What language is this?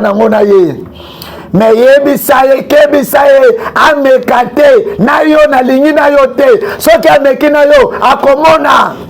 Lingala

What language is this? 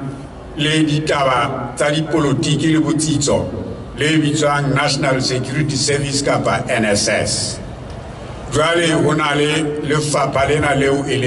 Southern Sotho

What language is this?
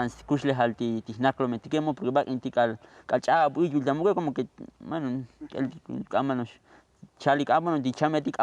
Tzotzil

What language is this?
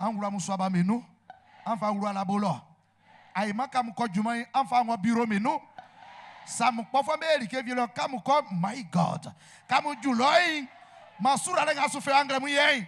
Baoulé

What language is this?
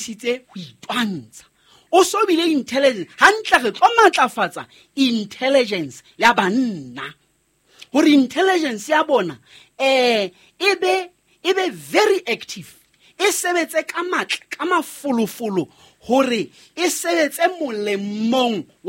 Southern Sotho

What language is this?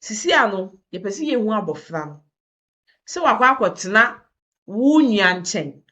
Akan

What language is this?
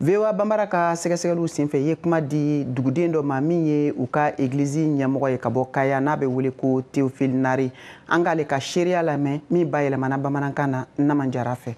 Bambara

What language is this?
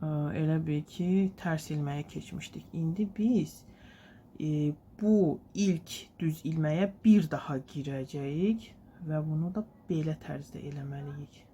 Azerbaijani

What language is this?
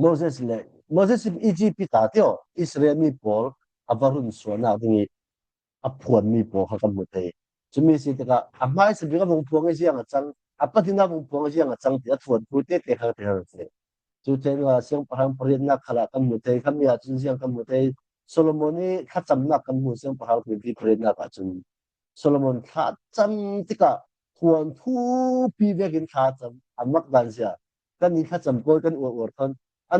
Falam Chin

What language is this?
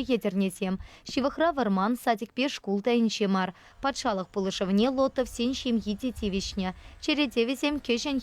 Chuvash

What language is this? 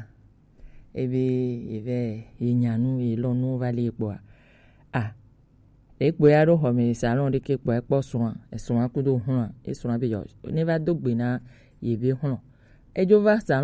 Gen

